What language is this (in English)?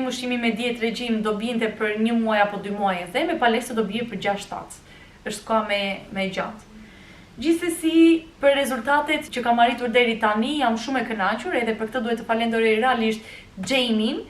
Albanian